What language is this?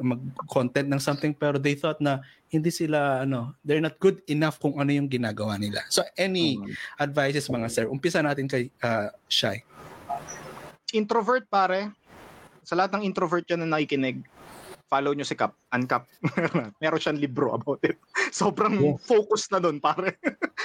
Filipino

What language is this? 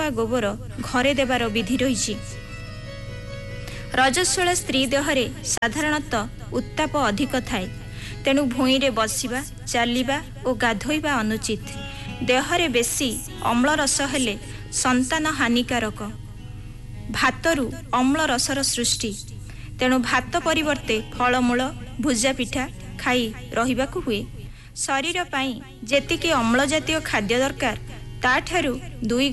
Odia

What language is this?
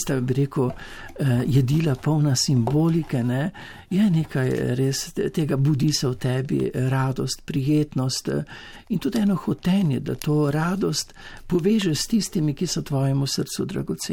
Slovenian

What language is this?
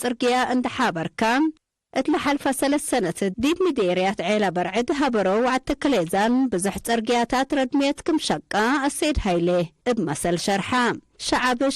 Tigre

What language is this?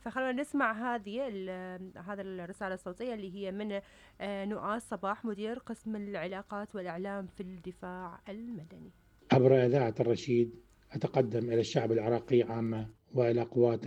Mesopotamian Arabic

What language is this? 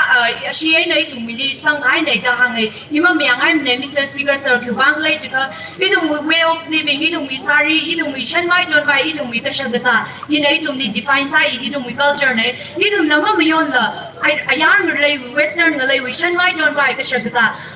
Tangkhul Naga (India)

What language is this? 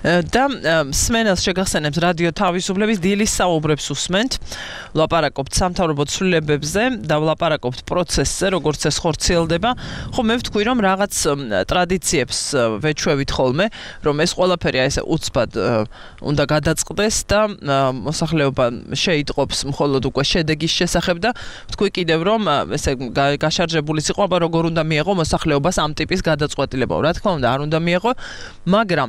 Georgian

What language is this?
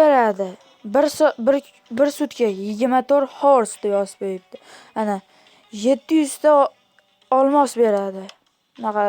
Uzbek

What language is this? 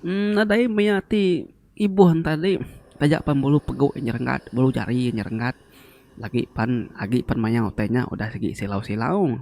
Iban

